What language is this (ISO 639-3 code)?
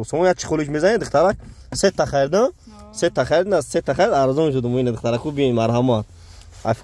tgk